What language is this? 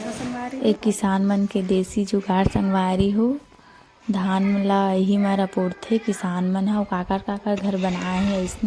Chhattisgarhi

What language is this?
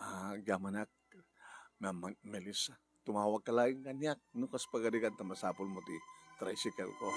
Iloko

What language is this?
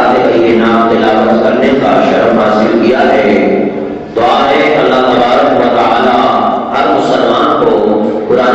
Urdu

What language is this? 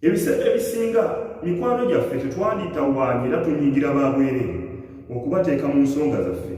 Ganda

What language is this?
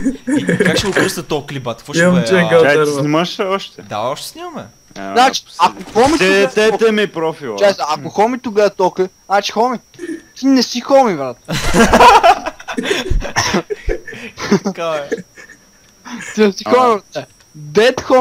Bulgarian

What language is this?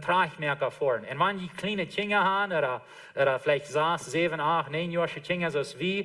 Plautdietsch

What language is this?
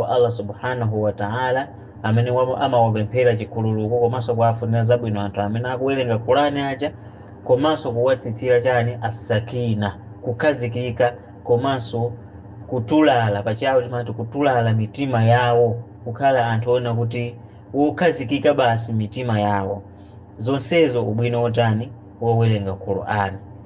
Nyanja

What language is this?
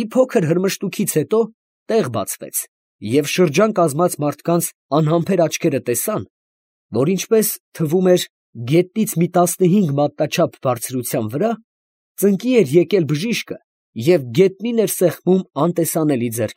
Armenian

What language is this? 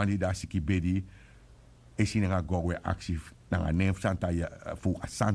Sranan Tongo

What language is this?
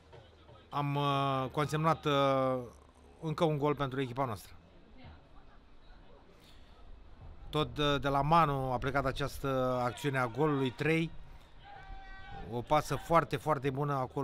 Romanian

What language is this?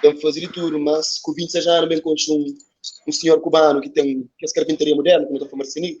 Kabuverdianu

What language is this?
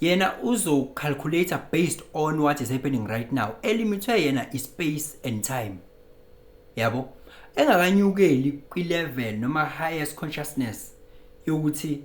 Zulu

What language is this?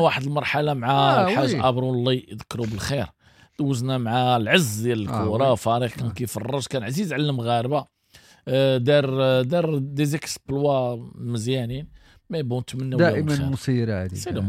Moroccan Arabic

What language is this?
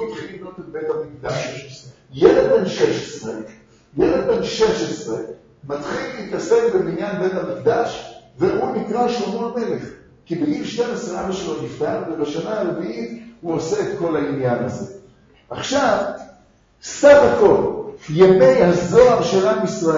Hebrew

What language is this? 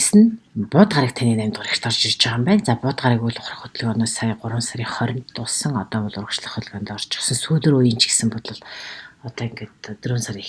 Mongolian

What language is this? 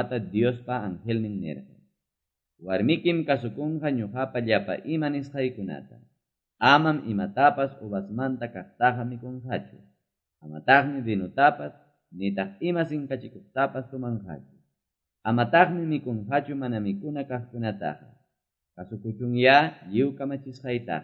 Quechua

